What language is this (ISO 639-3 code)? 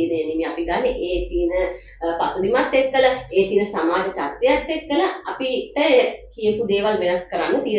sin